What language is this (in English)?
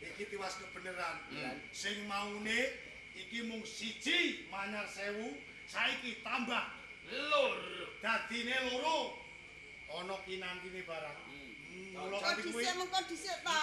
Javanese